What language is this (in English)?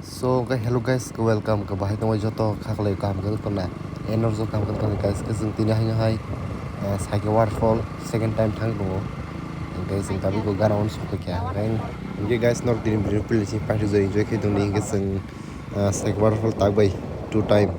Kok Borok